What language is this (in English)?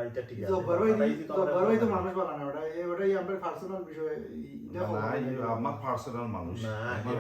Sylheti